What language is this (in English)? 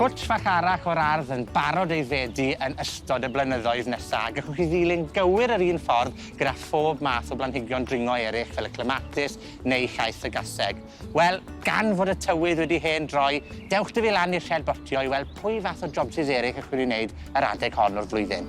Welsh